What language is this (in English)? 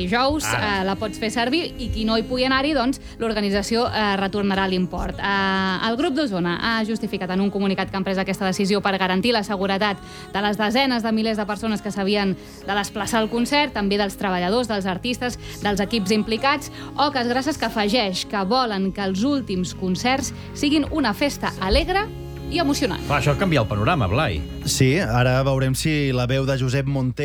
Catalan